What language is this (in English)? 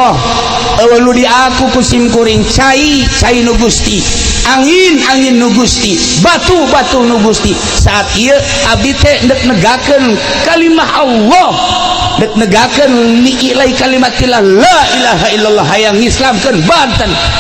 Sundanese